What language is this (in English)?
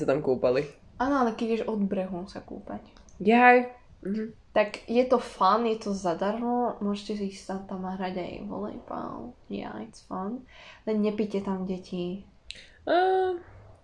Slovak